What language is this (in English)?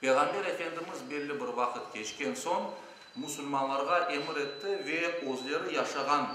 Crimean Tatar